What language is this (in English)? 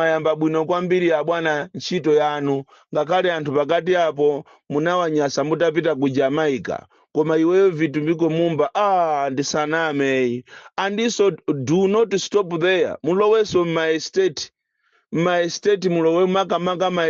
Nyanja